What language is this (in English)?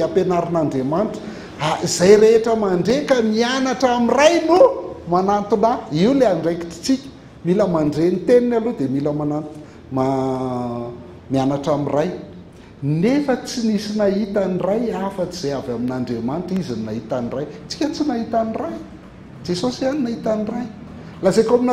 Malagasy